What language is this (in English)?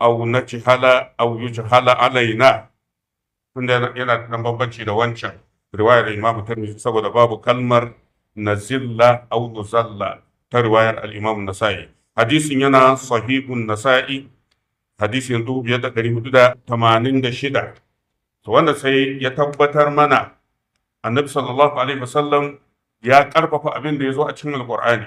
Hausa